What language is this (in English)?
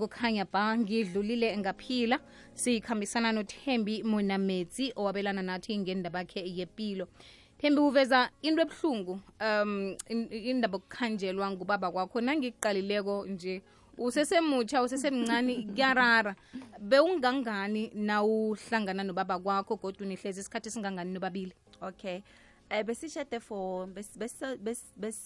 South Ndebele